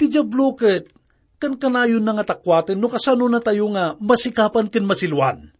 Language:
Iloko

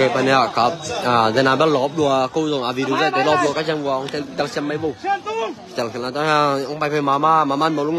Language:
Tedim Chin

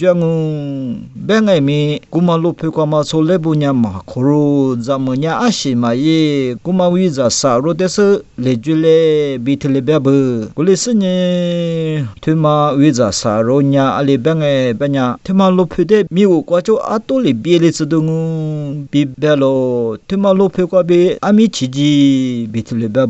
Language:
Lisu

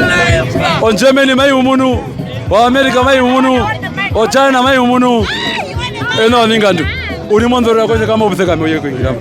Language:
Herero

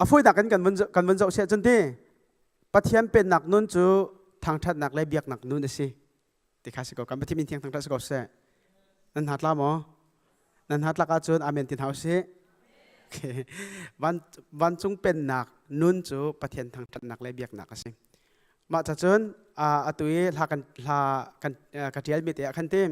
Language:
Hakha Chin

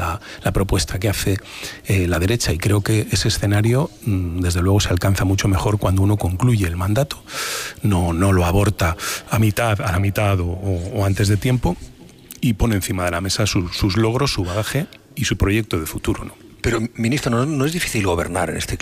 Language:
Spanish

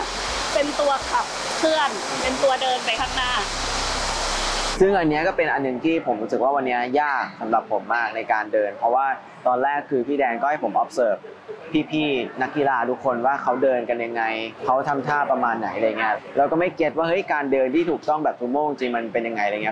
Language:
Thai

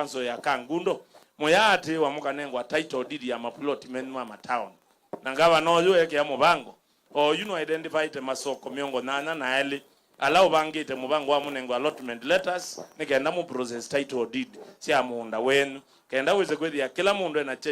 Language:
Kamba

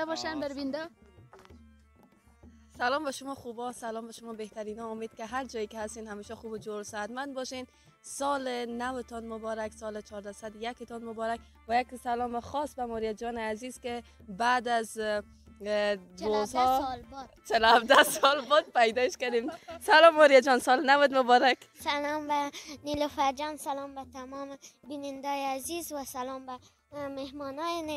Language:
Persian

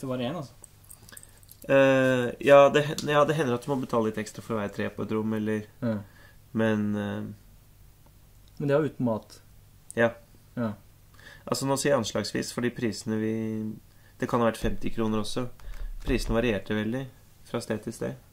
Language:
Norwegian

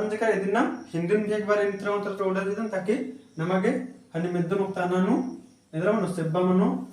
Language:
Kurukh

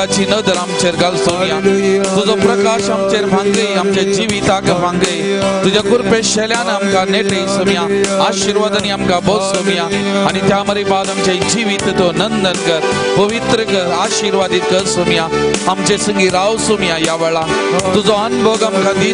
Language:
Konkani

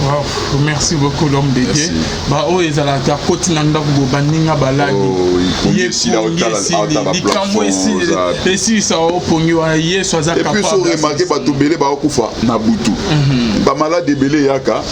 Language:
Lingala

